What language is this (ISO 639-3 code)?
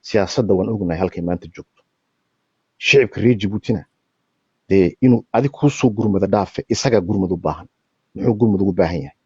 som